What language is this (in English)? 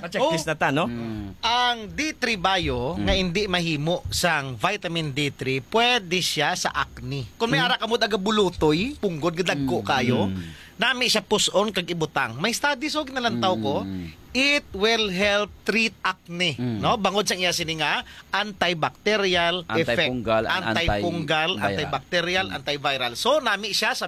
Hiligaynon